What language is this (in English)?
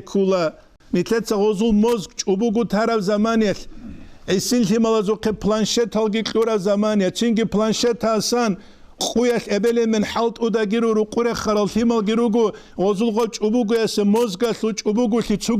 Avaric